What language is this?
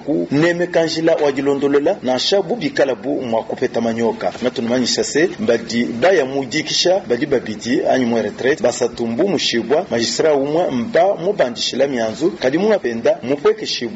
Luba-Lulua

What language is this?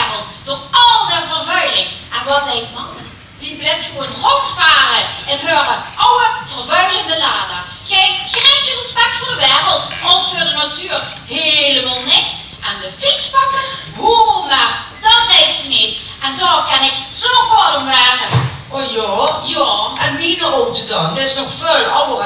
Limburgish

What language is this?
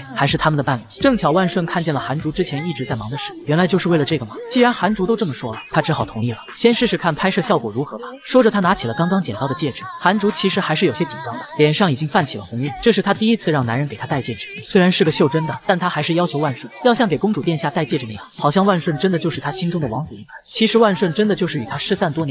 Chinese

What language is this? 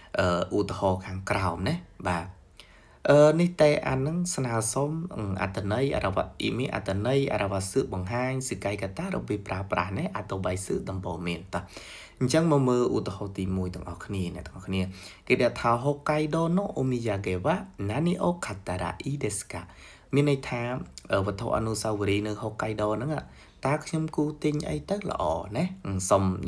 Khmer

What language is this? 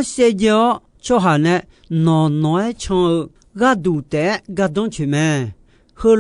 Akha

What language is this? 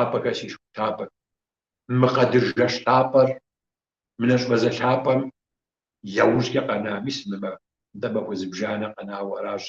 Kabardian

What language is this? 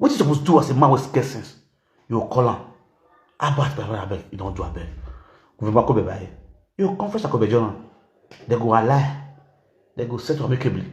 Nigerian Pidgin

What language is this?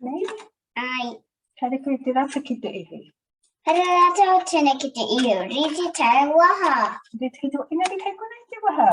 Māori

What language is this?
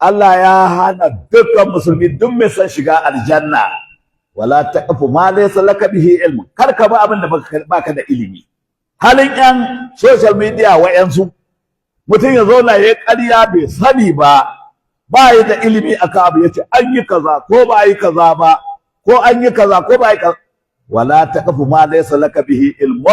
Hausa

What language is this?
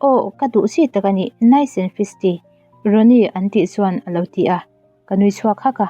Mizo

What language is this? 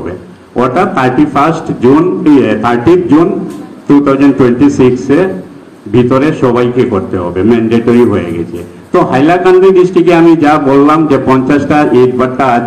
Bangla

